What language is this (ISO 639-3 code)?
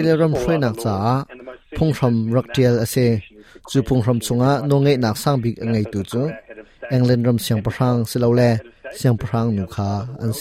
cnh